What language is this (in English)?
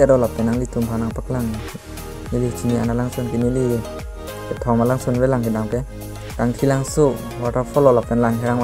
Karbi